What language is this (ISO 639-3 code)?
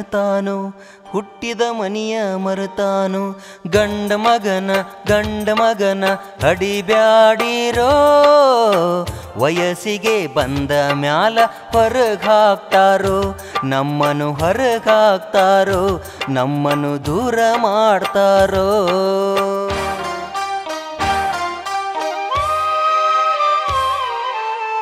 kan